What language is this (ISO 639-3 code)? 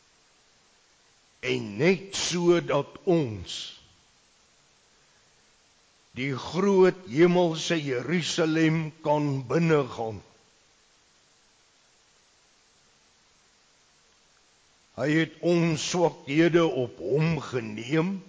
afr